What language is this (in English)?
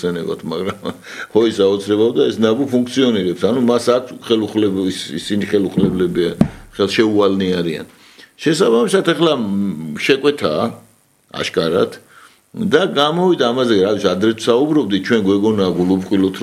Georgian